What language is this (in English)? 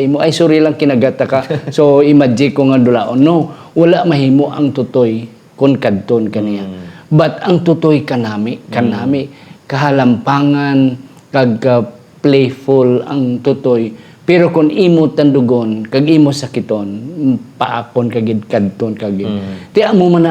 Hiligaynon